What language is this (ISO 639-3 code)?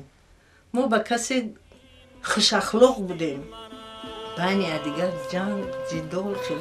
tgk